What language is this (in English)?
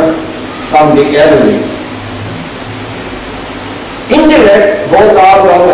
Afrikaans